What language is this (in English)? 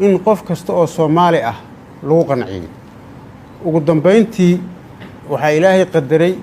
Somali